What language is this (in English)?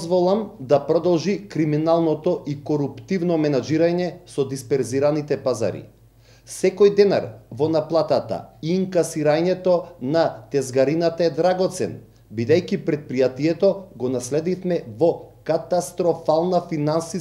Macedonian